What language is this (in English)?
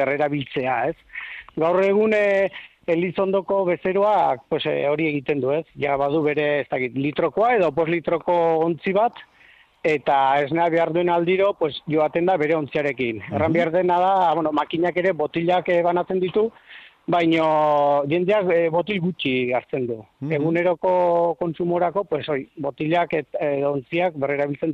Basque